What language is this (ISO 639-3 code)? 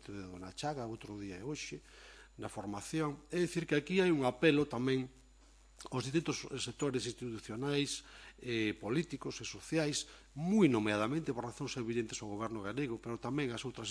glg